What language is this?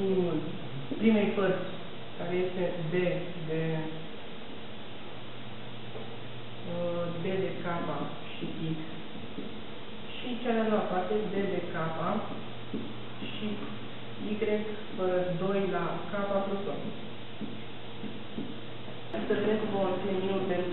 Romanian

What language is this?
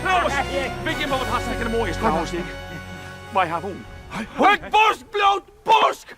Western Frisian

